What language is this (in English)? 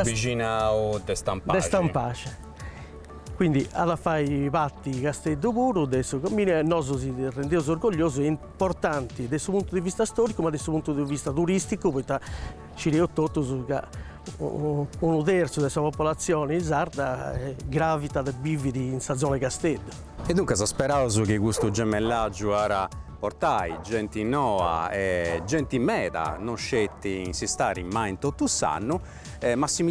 Sardinian